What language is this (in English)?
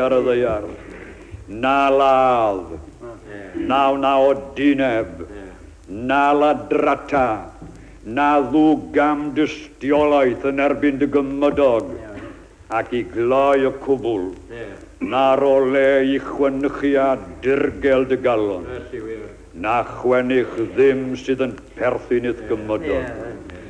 Welsh